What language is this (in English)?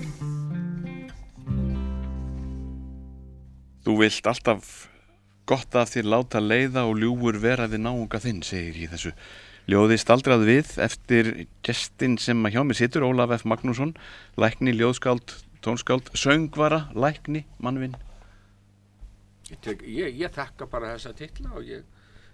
Icelandic